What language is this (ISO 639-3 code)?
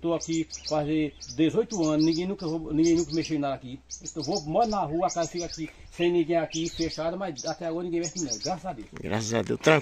por